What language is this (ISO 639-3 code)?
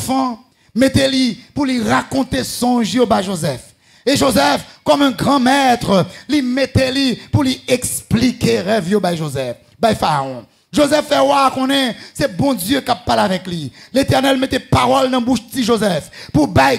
fra